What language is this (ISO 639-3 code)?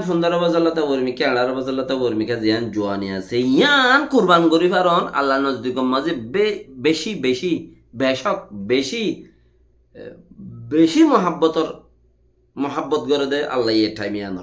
rhg